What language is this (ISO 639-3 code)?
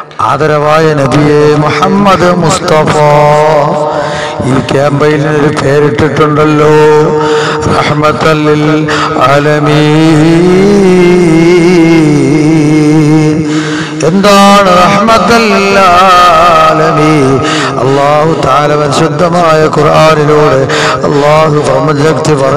mal